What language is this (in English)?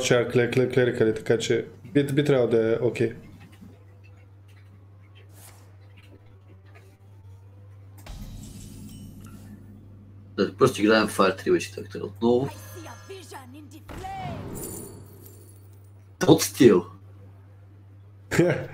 Bulgarian